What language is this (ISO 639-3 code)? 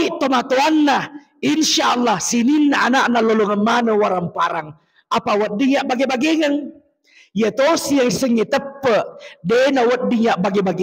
bug